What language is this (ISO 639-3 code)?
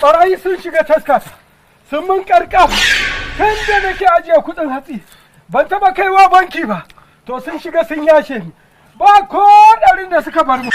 hau